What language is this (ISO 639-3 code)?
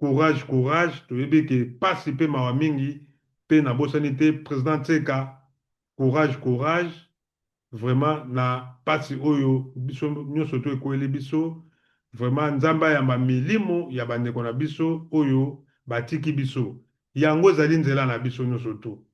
lin